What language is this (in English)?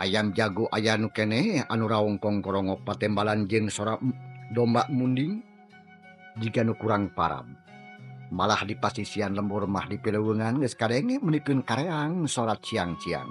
Sundanese